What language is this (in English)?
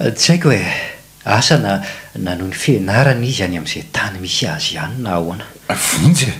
Malagasy